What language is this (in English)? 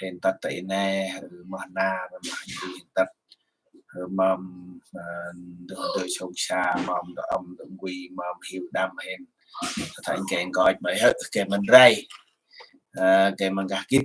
Central Mnong